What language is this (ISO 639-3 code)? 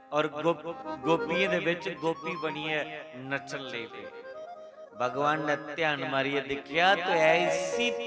doi